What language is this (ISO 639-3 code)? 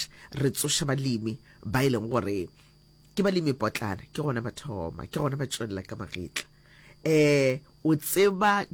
nso